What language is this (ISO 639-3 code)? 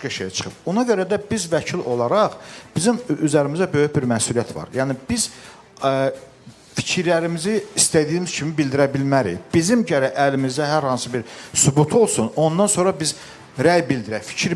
aze